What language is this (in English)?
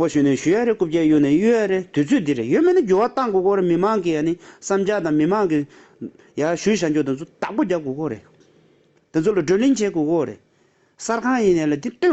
Tibetan